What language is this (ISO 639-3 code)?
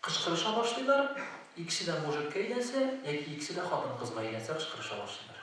tat